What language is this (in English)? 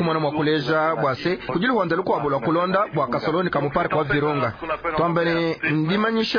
Luba-Lulua